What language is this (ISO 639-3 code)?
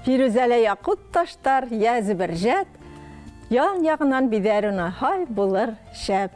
bak